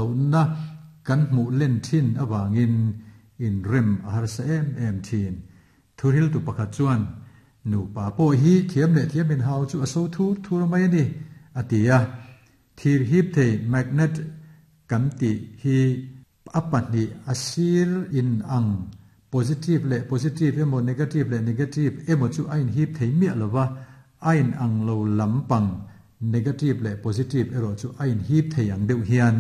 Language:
Mizo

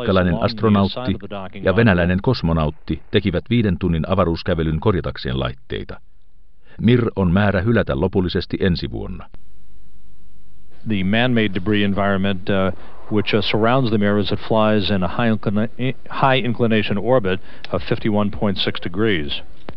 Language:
Finnish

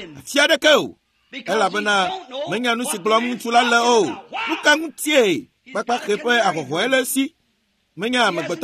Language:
Ewe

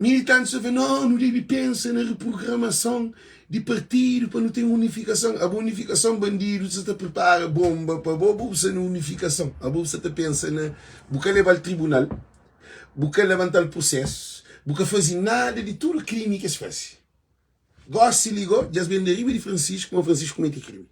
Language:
Kabuverdianu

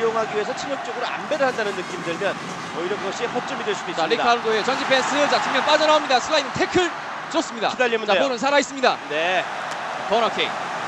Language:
Korean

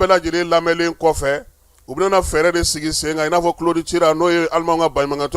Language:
Bambara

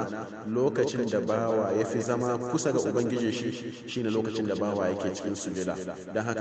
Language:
Hausa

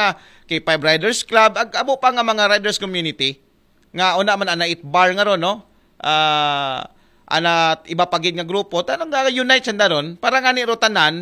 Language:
Aklanon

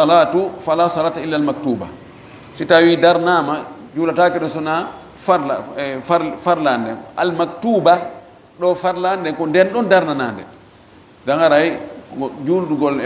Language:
Fula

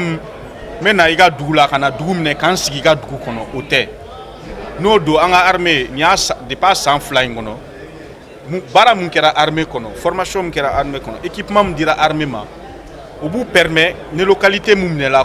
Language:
Bambara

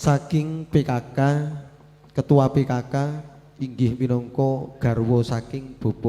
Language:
Javanese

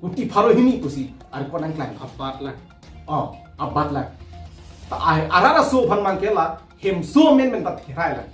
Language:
Karbi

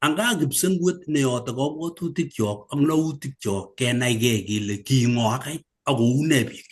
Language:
Kalenjin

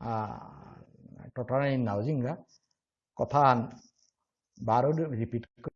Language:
Bishnupriya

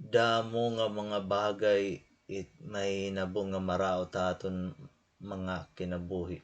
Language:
Waray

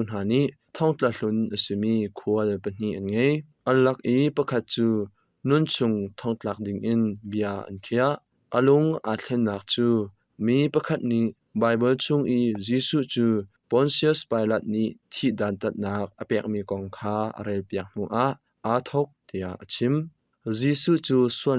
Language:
Hakha Chin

